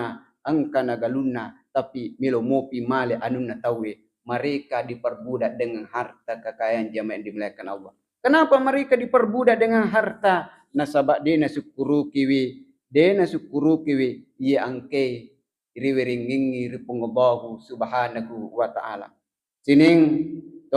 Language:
Buginese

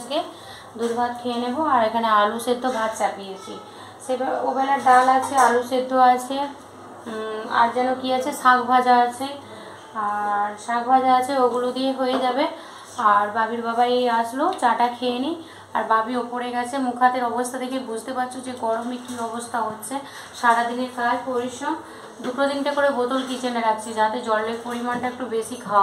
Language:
Bangla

